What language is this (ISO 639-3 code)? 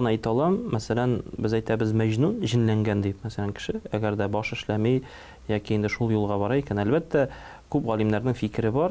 tat